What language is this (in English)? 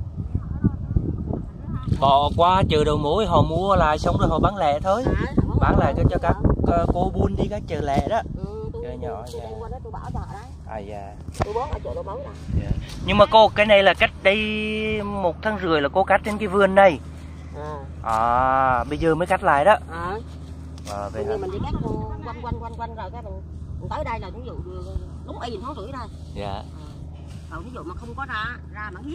Vietnamese